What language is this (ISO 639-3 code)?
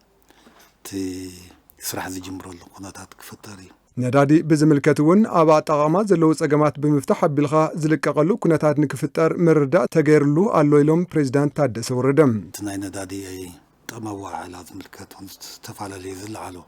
tir